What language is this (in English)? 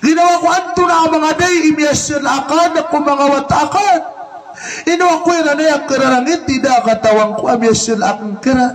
Maranao